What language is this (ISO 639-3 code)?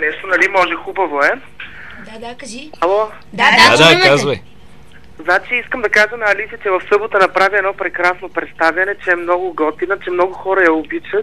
bul